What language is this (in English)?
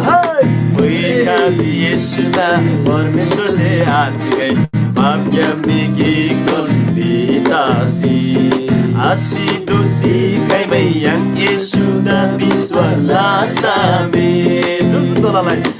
Eastern Tamang